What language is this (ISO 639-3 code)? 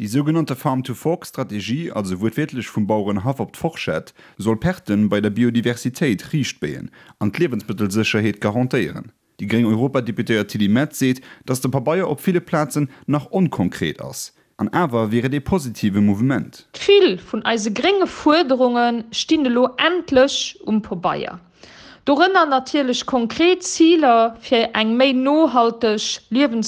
ltz